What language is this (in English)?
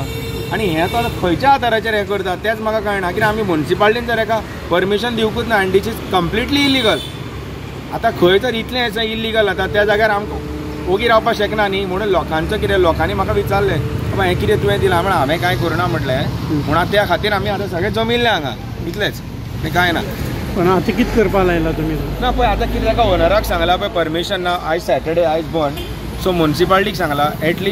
Konkani